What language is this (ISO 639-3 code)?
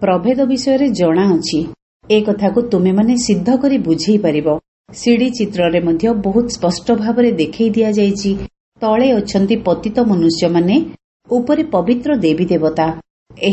ori